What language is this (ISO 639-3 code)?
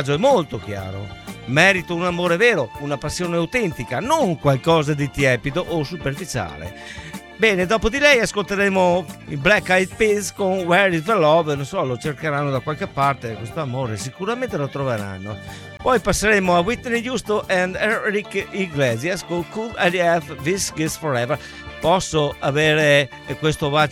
ita